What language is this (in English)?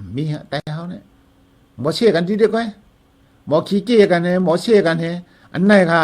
Shan